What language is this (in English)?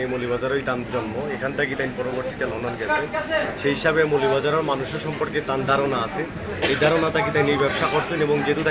Sylheti